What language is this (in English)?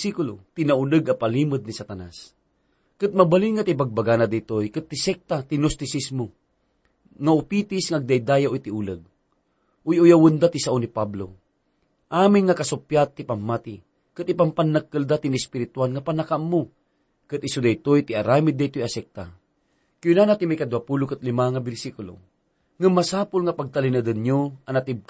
Iloko